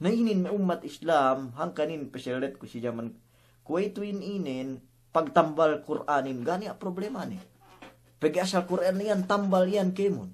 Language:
Yakan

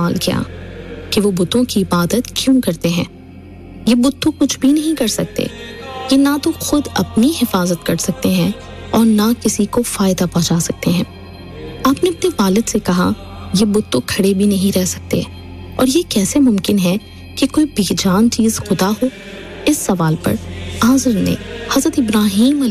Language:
Urdu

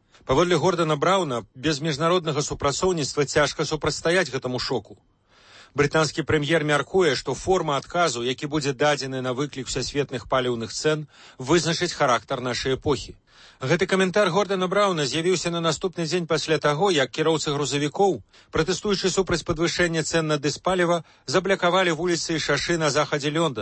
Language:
Belarusian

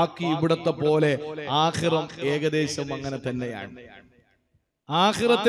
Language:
Malayalam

